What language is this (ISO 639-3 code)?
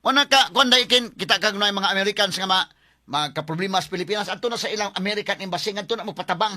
ceb